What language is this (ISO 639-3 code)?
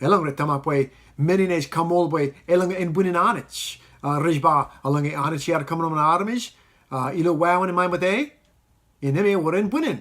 mah